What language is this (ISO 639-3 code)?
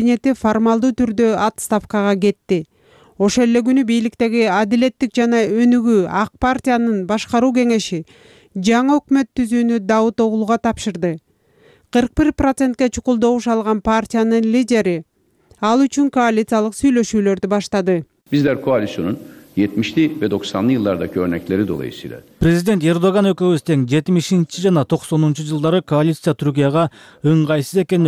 kir